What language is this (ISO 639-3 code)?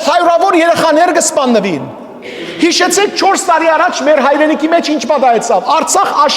hyw